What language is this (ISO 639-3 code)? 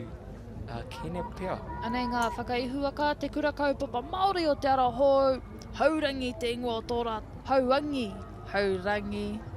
mri